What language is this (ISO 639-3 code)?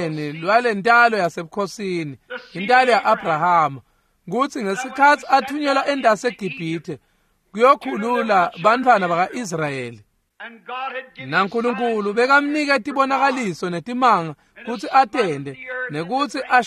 ssw